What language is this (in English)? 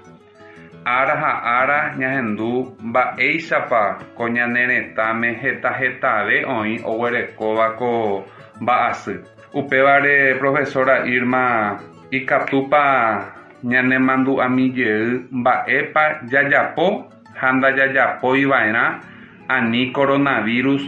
Guarani